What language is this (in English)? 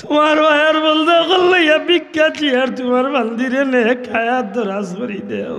Sylheti